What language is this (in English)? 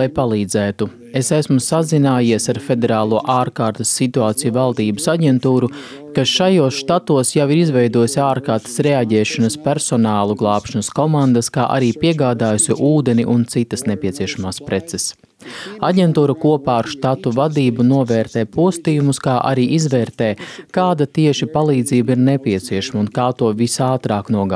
Latvian